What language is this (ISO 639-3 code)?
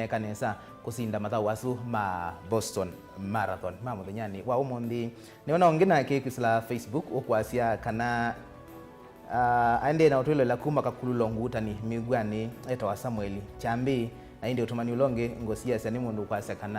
kam